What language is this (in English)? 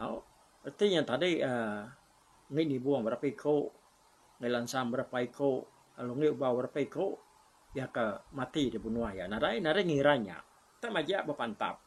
Iban